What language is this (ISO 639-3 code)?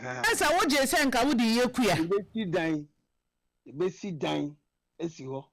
aka